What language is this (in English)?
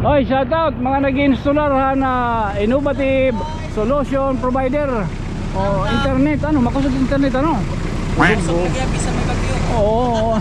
Waray